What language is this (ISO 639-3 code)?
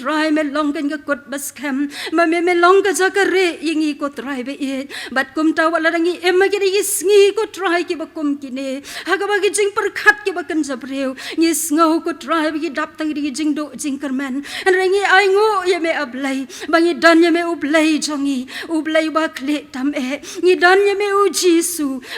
kha